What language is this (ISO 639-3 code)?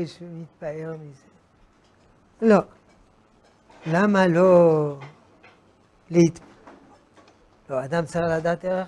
heb